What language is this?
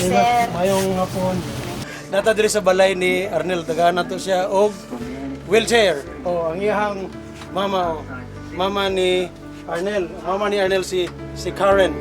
Cebuano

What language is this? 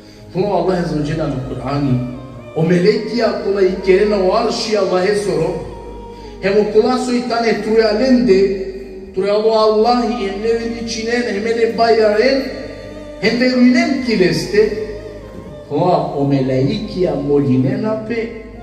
Balkan Romani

